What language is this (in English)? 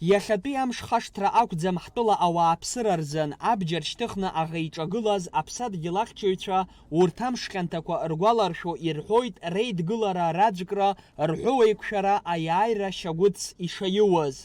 Abkhazian